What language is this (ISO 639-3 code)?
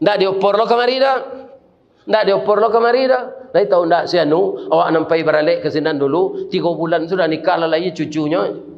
min